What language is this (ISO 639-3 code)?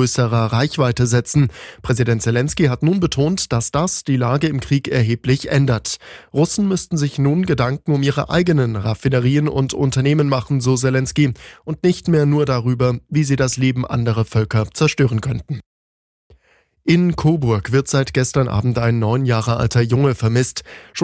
deu